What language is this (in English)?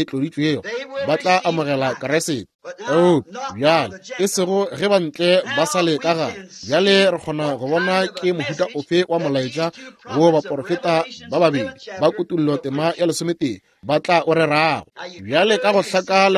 Northern Sotho